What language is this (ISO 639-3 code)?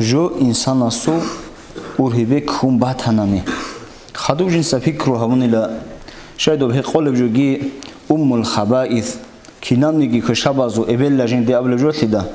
ava